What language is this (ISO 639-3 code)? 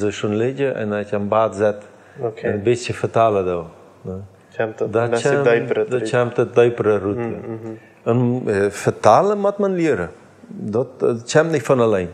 pdt